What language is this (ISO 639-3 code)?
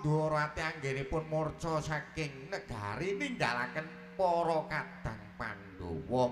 jav